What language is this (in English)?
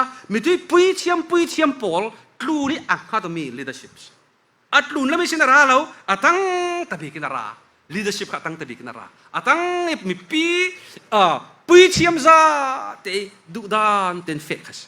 Falam Chin